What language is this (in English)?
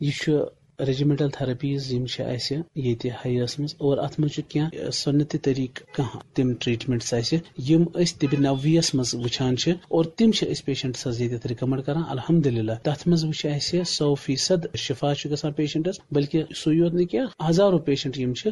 Kashmiri